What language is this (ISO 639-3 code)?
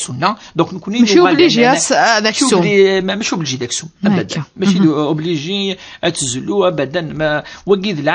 kab